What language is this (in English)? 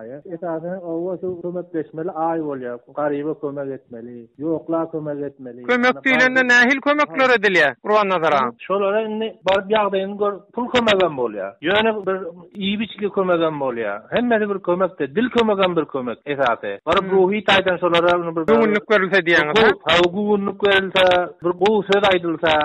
Turkmen